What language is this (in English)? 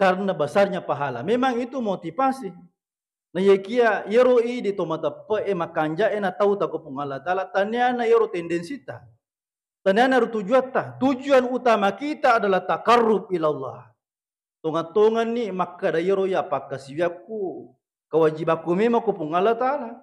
Buginese